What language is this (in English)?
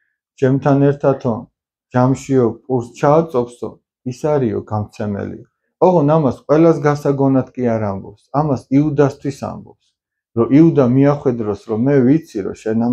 Georgian